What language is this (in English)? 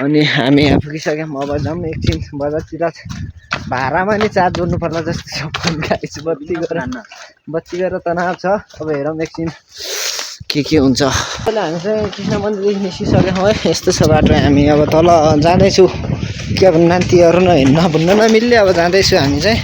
Nepali